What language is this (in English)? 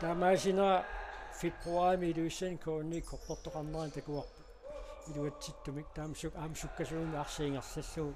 Kalaallisut